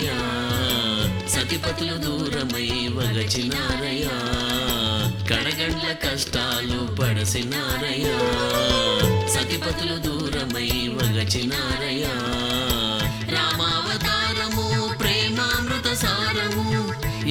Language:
Telugu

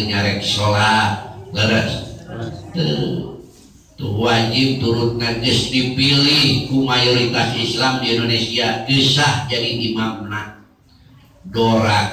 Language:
Sundanese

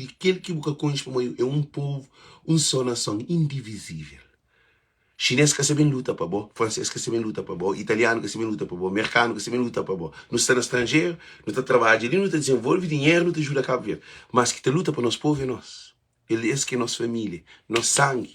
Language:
Kabuverdianu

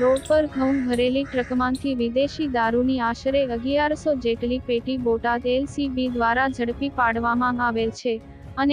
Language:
Gujarati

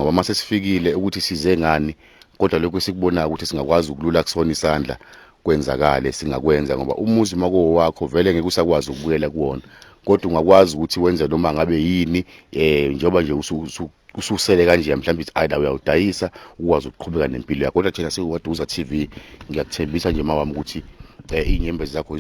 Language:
Zulu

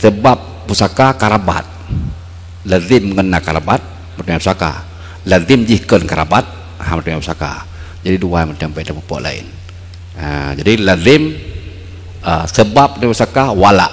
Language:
Achinese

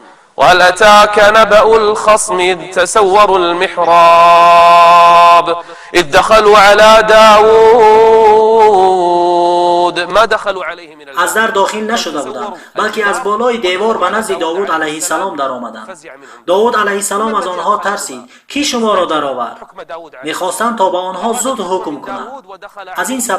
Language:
Tajik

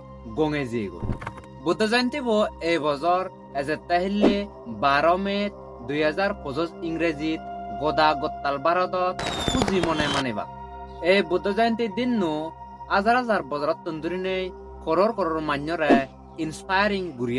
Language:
Chakma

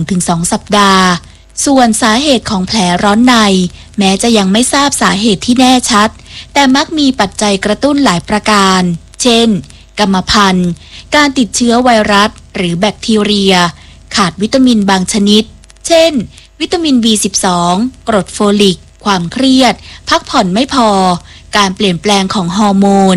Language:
Thai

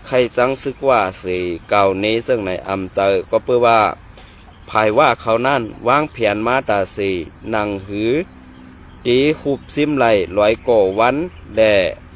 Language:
Shan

